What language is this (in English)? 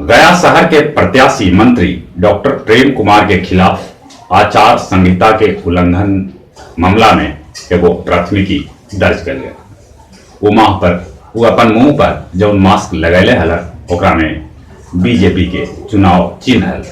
Magahi